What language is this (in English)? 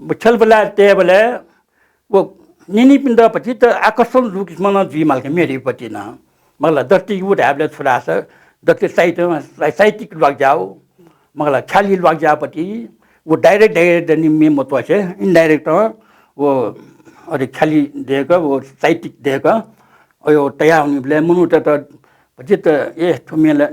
Newari